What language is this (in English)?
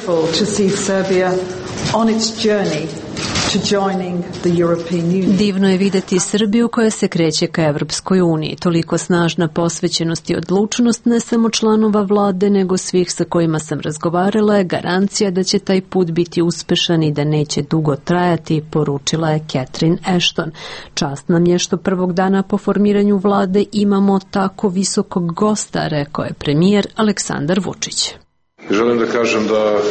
Serbian